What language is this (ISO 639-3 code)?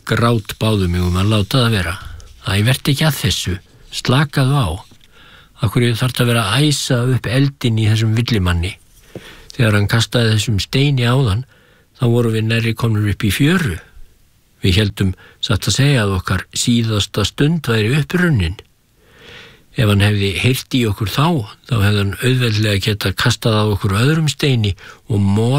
isl